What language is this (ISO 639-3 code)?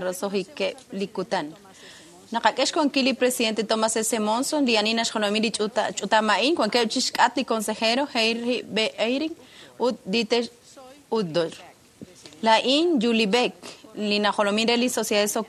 kek